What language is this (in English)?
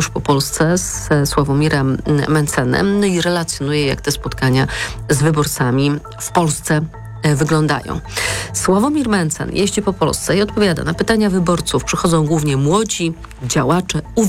Polish